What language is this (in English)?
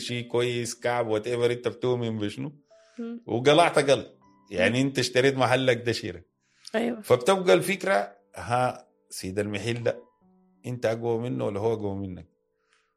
Sudanese Arabic